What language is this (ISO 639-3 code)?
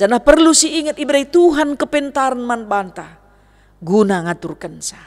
btx